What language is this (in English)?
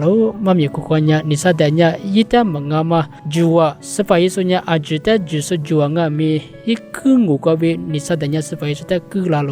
Lisu